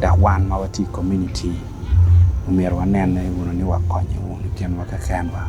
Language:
Acoli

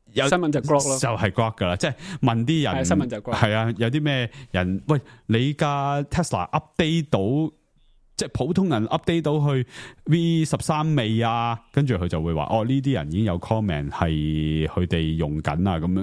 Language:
Cantonese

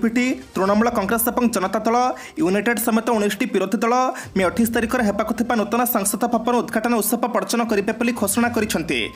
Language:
Odia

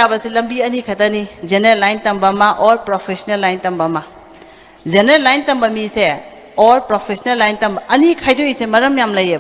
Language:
Manipuri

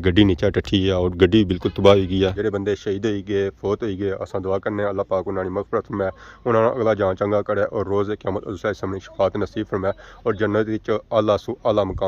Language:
Pahari-Potwari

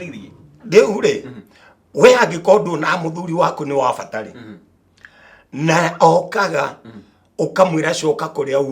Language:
Kikuyu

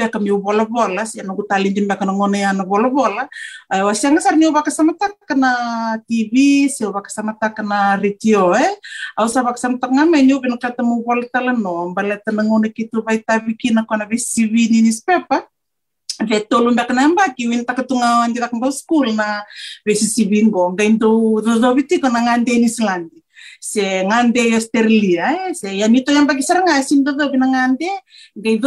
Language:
Fijian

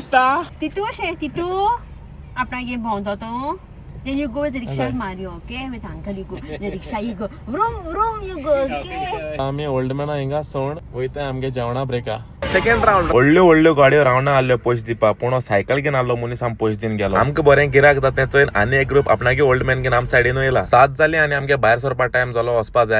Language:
Konkani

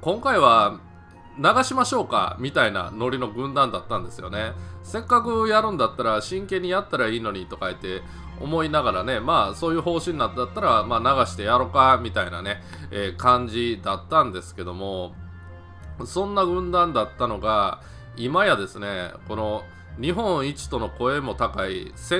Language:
Japanese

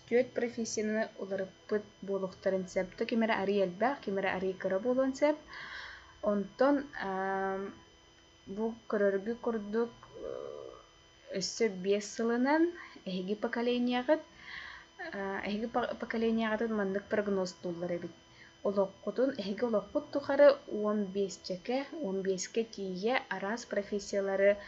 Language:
Yakut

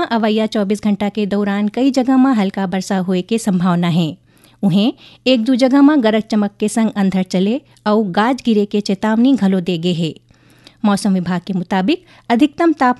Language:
Chhattisgarhi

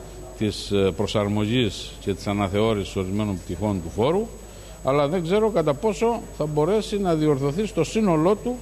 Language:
Greek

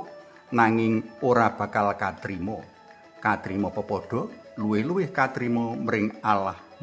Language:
Javanese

